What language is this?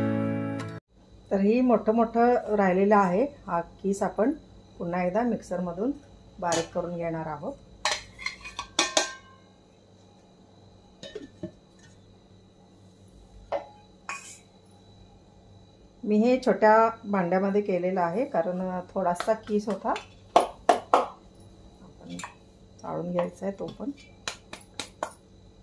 Marathi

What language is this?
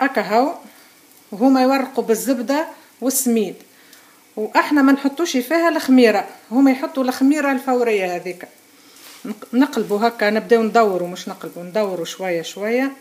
Tunisian Arabic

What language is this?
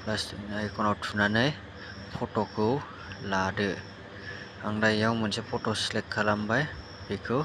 Bodo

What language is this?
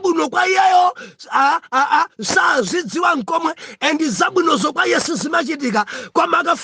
Nyanja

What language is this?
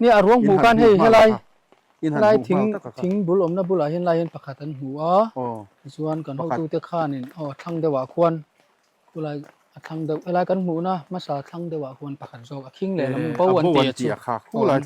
Mizo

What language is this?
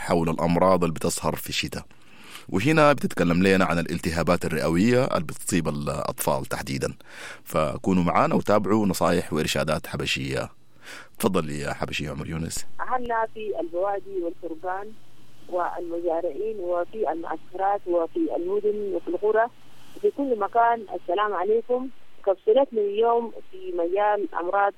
Sudanese Arabic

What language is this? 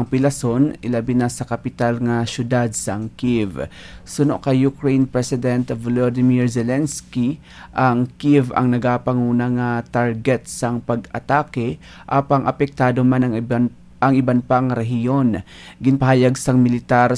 Hiligaynon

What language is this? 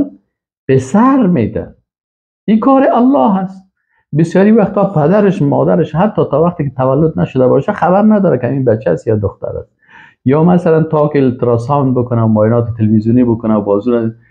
Persian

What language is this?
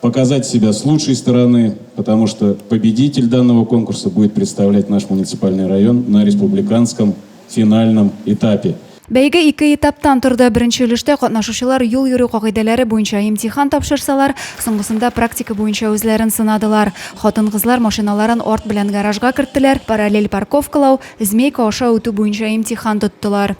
Tatar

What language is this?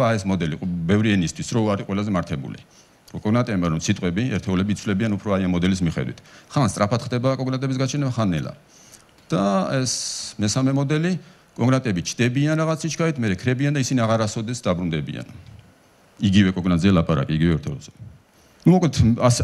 Georgian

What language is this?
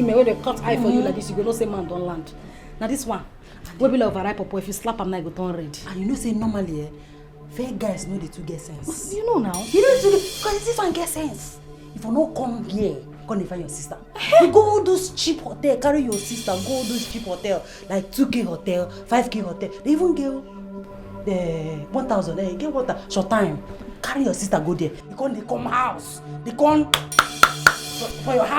Nigerian Pidgin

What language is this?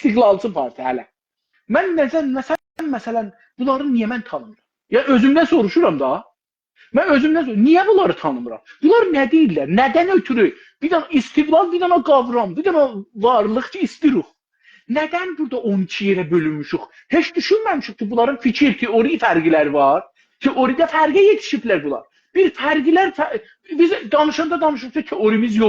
South Azerbaijani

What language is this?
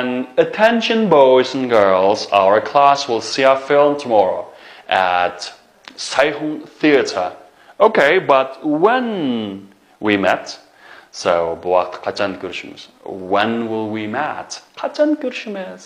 Uyghur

